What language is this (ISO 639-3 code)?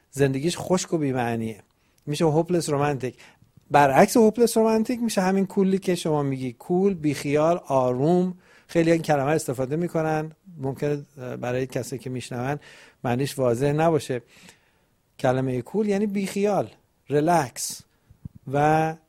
fas